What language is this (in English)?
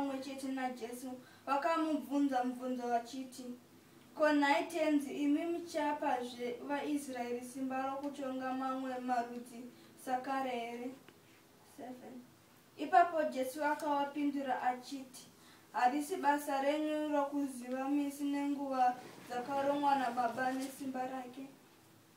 Shona